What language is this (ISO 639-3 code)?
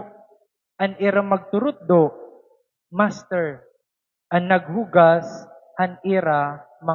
war